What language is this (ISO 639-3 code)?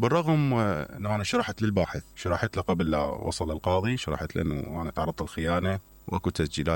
acm